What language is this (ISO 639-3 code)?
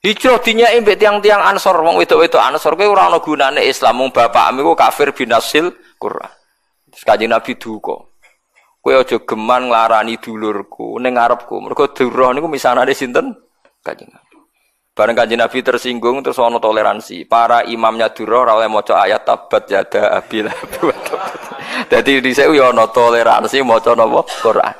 jav